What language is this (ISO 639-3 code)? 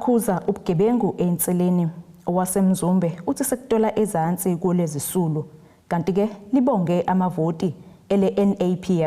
zul